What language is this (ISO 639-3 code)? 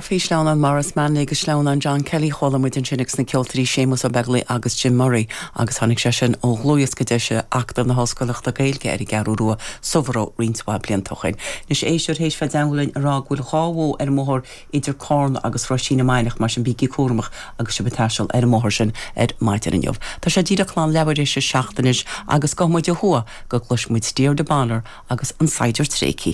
gle